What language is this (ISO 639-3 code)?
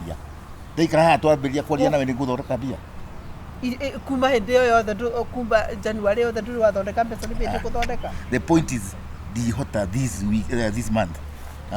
kik